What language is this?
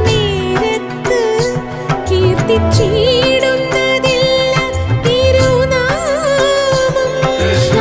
Malayalam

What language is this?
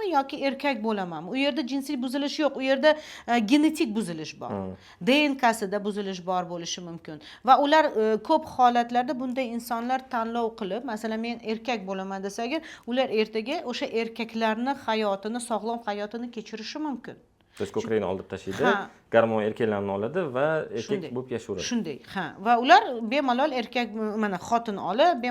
Uzbek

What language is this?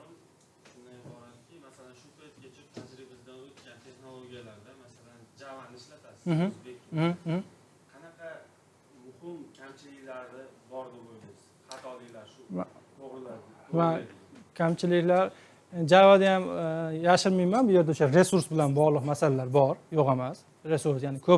Uzbek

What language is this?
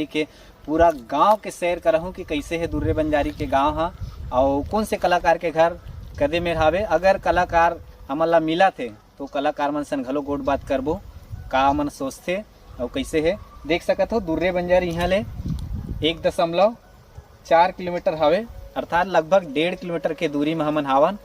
Chhattisgarhi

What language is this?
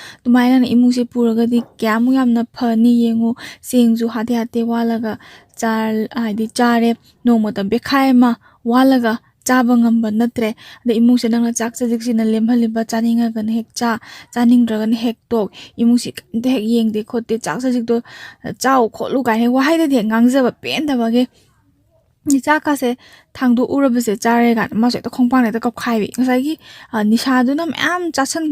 Manipuri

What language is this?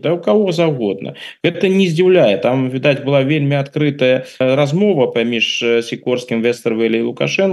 Belarusian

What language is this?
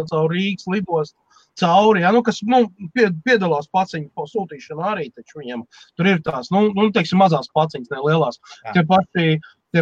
Latvian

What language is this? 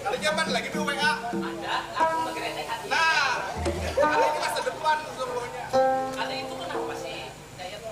Banjar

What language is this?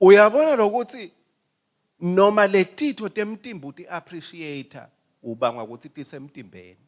Swati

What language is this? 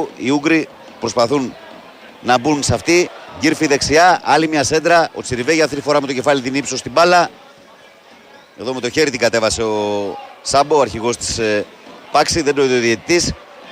Greek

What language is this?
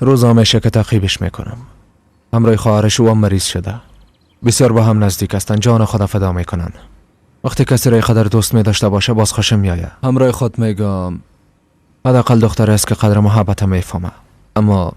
Persian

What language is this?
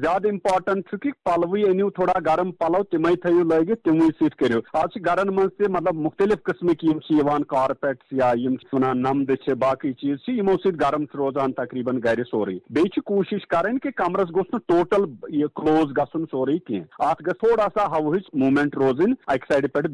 Kashmiri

